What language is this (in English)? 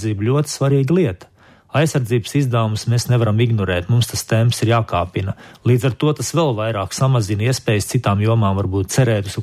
Latvian